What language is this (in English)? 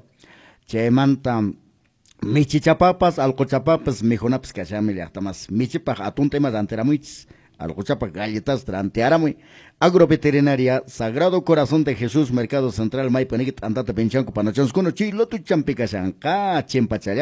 Quechua